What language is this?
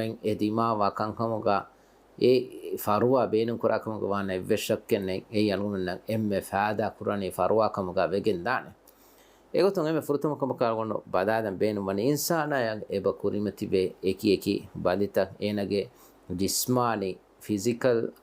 Divehi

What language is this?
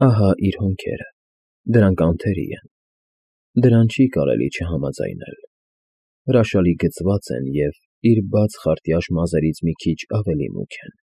Armenian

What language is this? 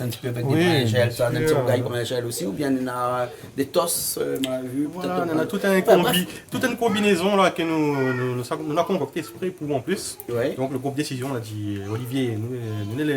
Réunion Creole French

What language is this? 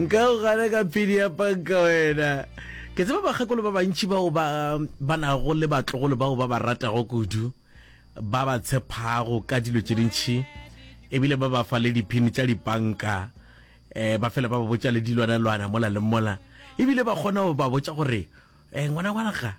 Northern Sotho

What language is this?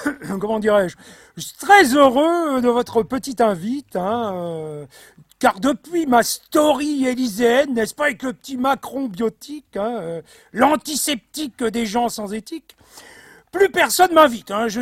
French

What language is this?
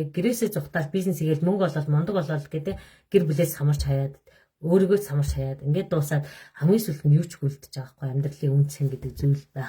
Mongolian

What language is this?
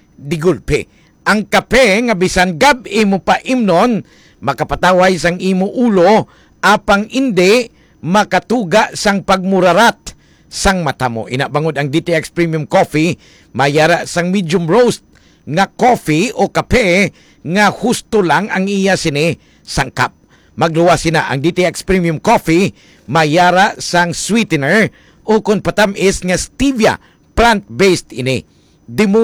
Hiligaynon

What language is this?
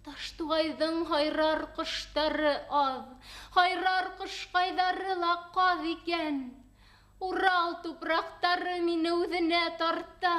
Bashkir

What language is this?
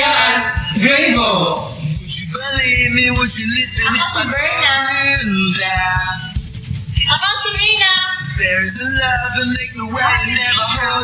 Filipino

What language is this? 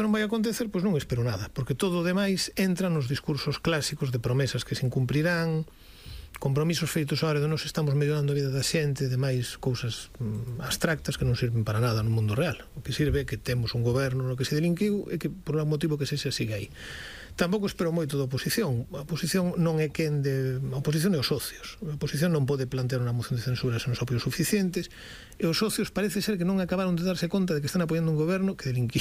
Galician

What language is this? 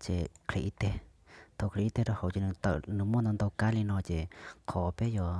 Hmong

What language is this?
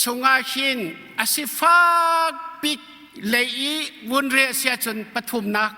Hakha Chin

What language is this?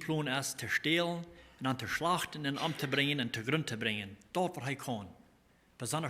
Plautdietsch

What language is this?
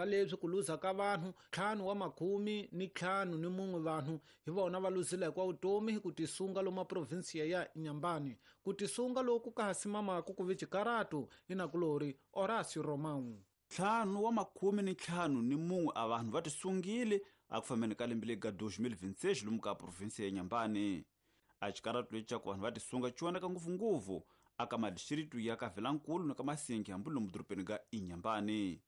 Tsonga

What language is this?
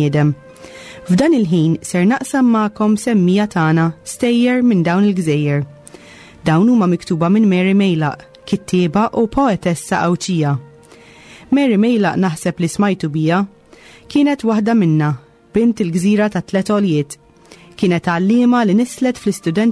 Maltese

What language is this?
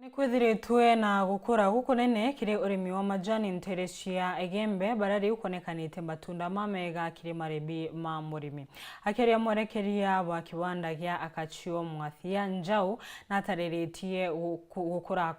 Meru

